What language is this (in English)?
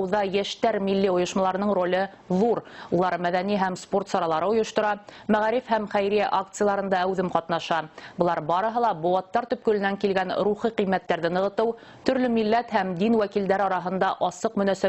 Bashkir